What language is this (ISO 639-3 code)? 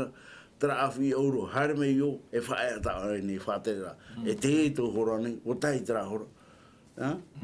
tah